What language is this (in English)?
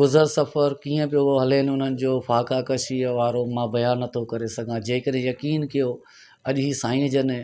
Sindhi